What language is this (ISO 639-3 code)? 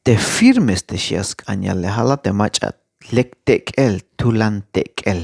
tzh